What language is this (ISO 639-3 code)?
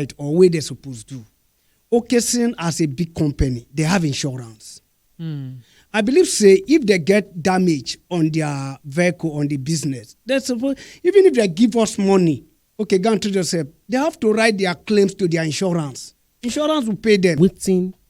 pcm